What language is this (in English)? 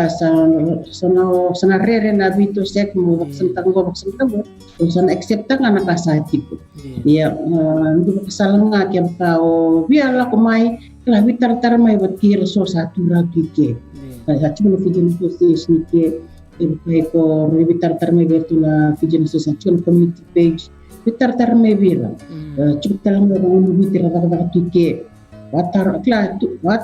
Fijian